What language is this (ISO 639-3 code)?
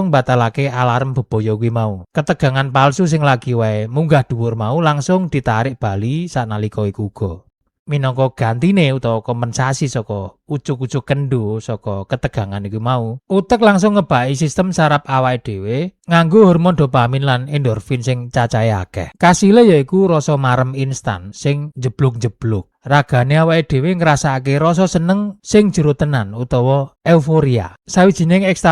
jav